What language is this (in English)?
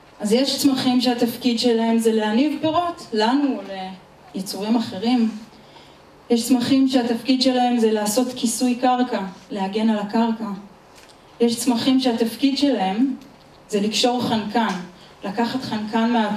Hebrew